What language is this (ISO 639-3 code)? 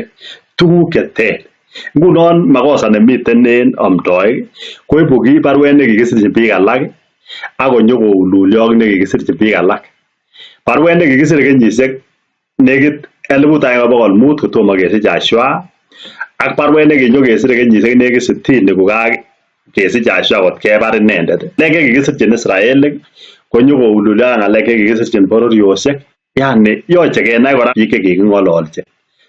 kln